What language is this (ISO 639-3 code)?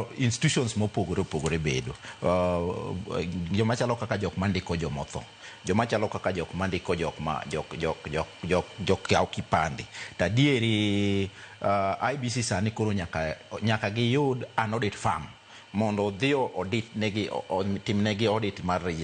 luo